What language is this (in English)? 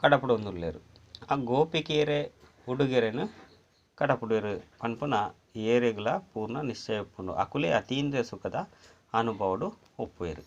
Tulu